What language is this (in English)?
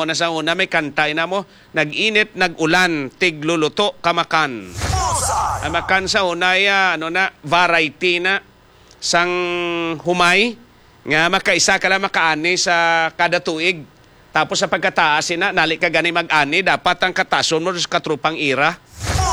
Hiligaynon